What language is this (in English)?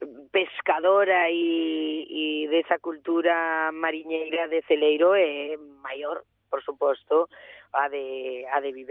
Galician